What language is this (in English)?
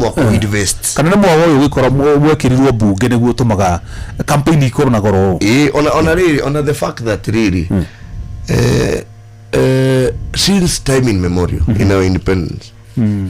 Kikuyu